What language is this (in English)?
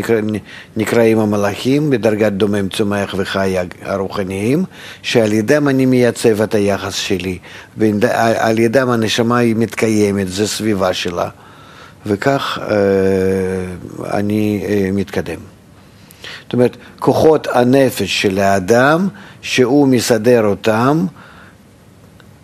Hebrew